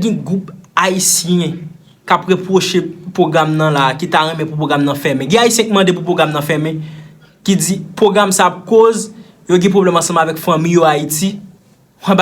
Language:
Haitian Creole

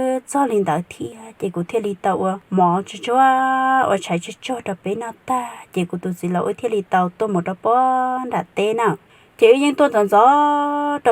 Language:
Hmong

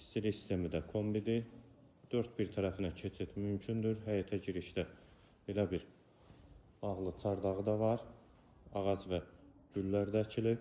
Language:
Azerbaijani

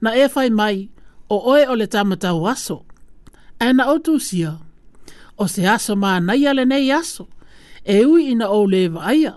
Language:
Samoan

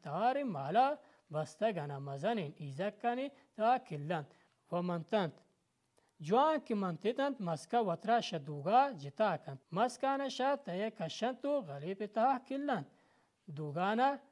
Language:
Baluchi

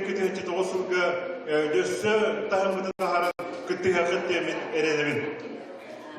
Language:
Yakut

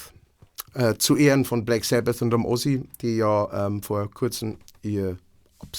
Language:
Bavarian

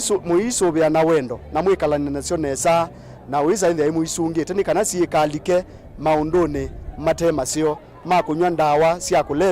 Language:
Kamba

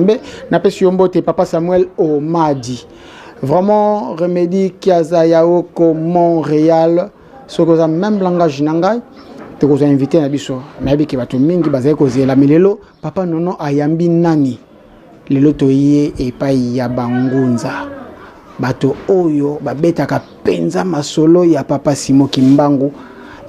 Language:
Lingala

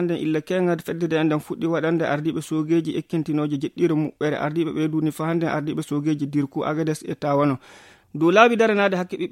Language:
Nigerian Fulfulde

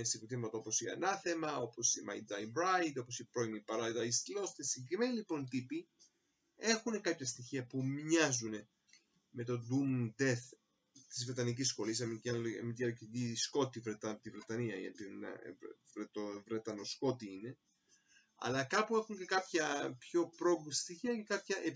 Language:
Greek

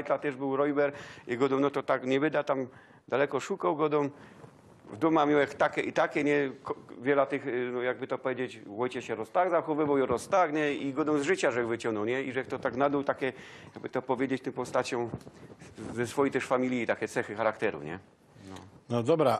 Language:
Silesian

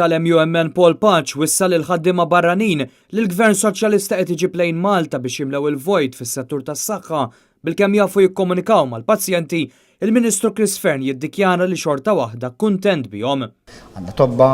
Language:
Maltese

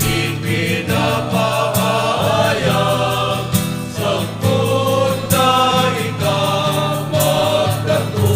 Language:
Bikol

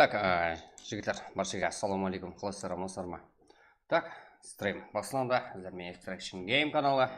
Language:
Kara-Kalpak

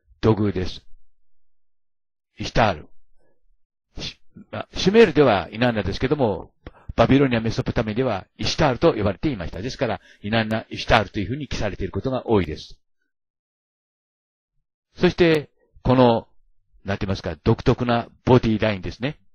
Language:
Japanese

